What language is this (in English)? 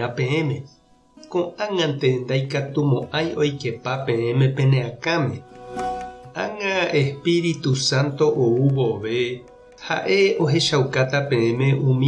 Guarani